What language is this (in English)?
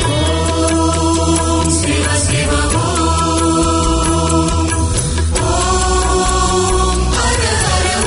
Tamil